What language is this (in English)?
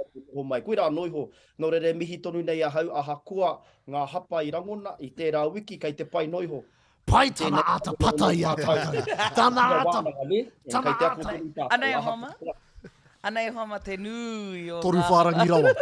Māori